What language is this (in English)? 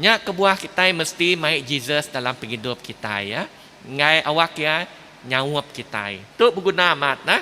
Iban